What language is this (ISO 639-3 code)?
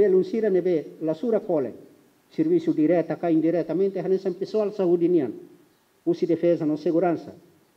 tet